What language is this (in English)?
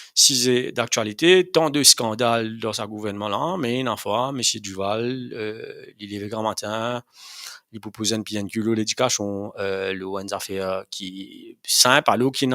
Morisyen